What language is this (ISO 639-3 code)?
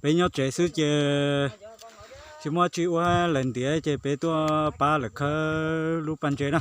hmn